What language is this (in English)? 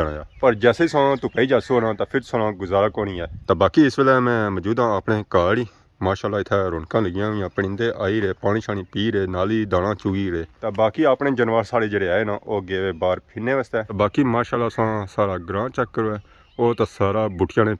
Pahari-Potwari